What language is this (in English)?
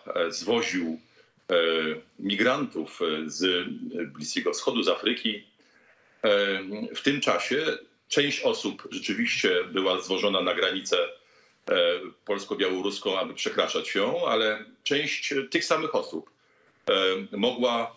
Polish